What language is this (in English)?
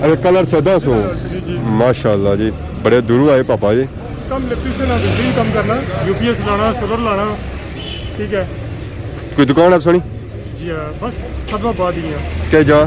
Pahari-Potwari